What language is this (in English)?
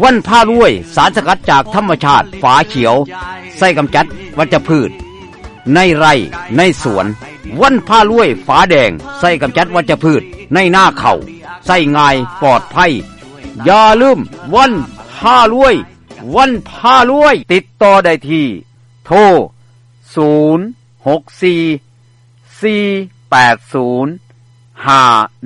Thai